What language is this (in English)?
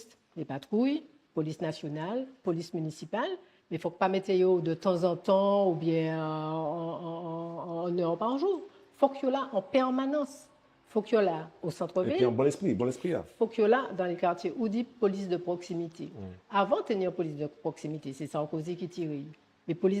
Guadeloupean Creole French